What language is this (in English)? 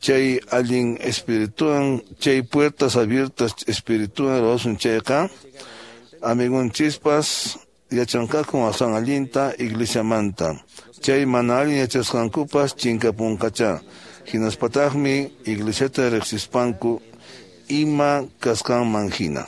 Quechua